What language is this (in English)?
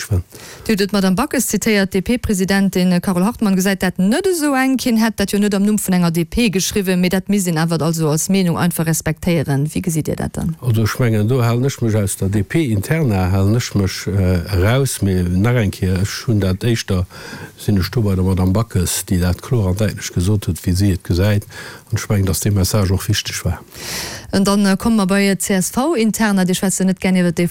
Luxembourgish